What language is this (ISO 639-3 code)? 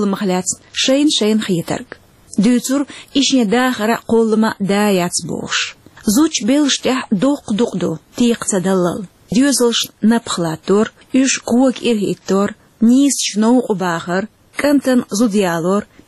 che